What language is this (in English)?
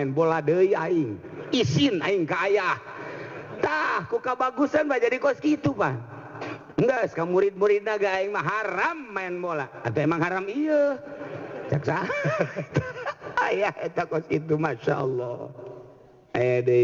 Sundanese